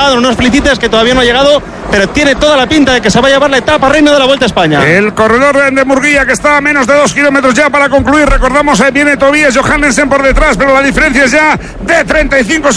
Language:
Spanish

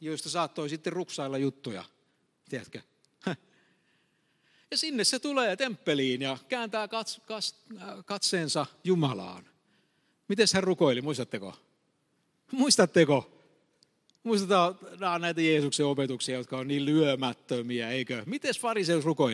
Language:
Finnish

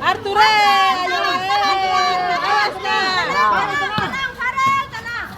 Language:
Ambonese Malay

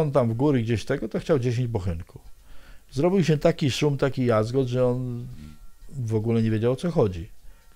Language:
Polish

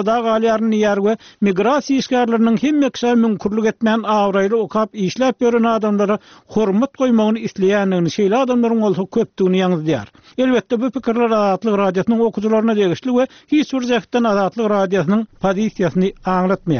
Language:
Turkmen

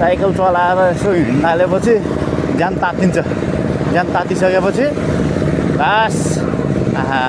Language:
Nepali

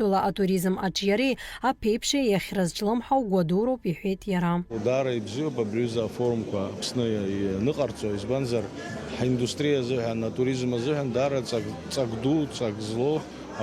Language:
Abkhazian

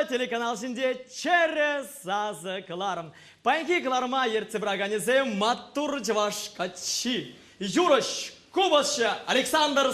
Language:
Chuvash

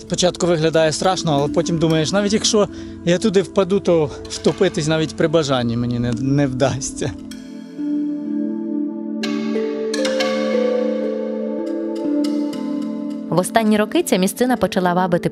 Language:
Ukrainian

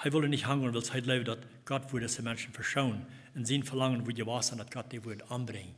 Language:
Plautdietsch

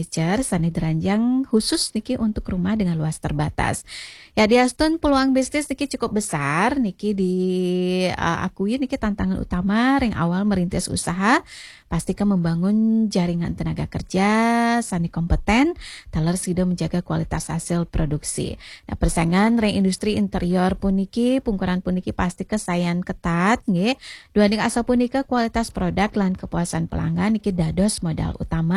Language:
Balinese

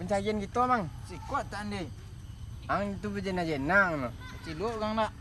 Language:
Minangkabau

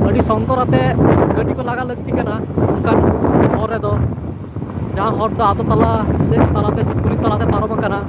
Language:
Santali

